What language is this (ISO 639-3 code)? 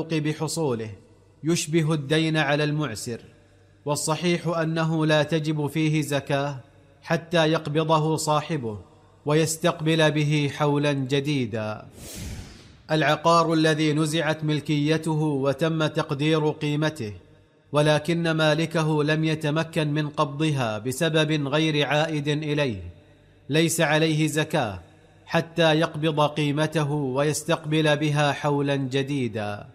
ara